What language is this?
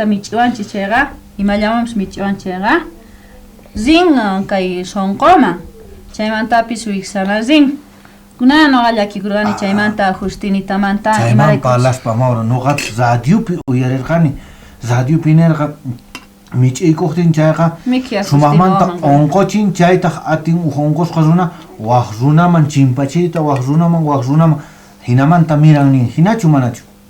South Bolivian Quechua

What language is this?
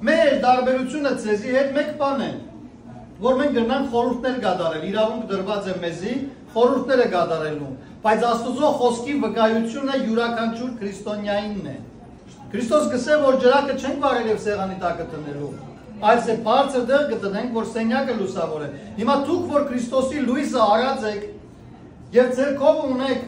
Western Armenian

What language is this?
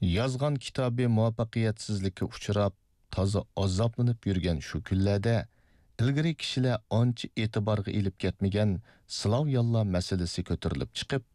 Uyghur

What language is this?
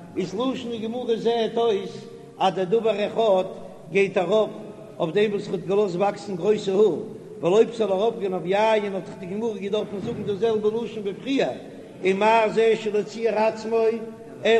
Yiddish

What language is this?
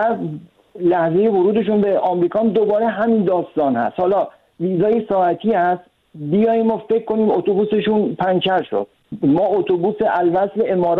Persian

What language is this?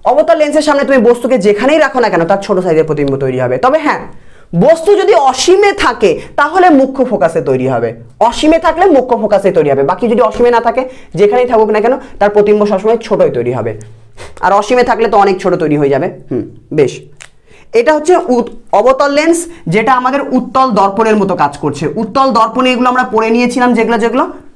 Bangla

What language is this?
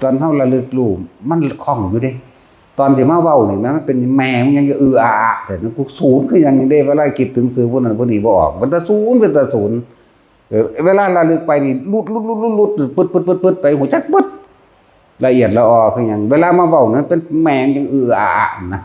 Northeastern Thai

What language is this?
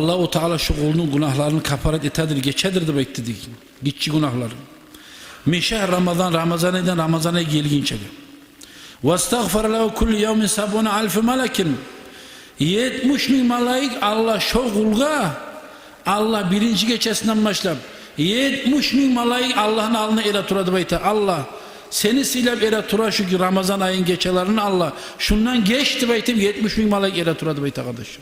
Kumyk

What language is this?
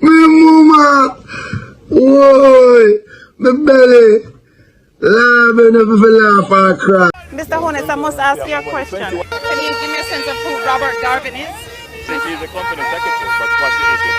Jamaican Creole English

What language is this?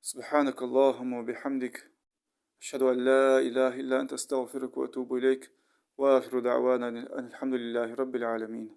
Ingush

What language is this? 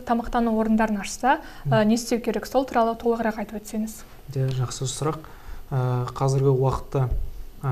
Kazakh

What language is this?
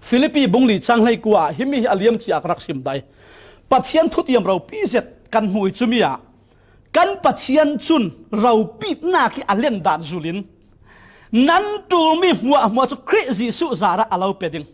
Falam Chin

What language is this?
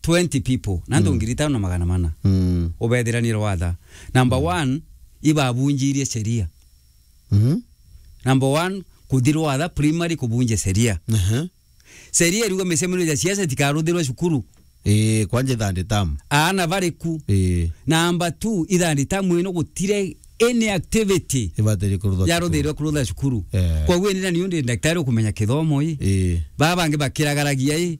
Meru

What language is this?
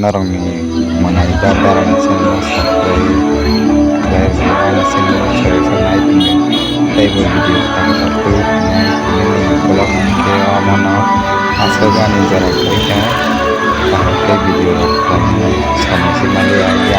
Kok Borok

